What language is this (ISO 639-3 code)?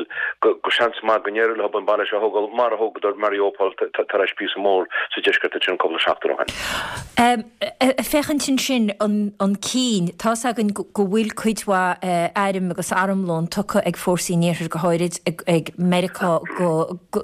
gle